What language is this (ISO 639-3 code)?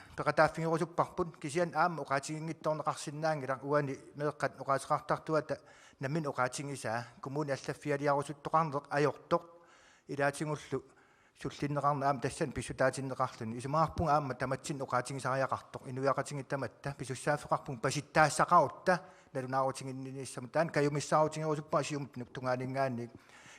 kal